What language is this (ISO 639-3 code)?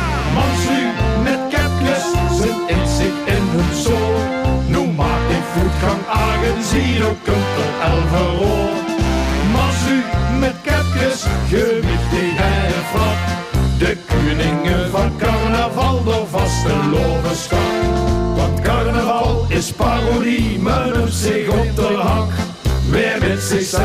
lim